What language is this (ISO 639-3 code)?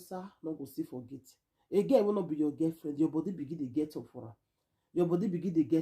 pcm